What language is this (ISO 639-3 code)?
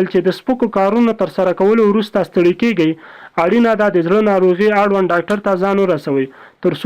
pus